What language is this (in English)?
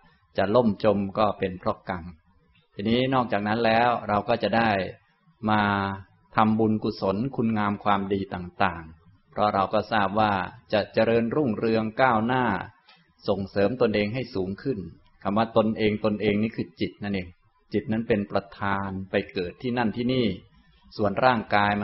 Thai